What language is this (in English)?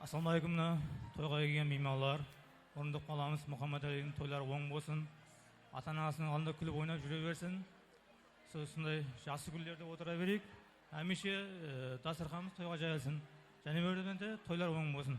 Kara-Kalpak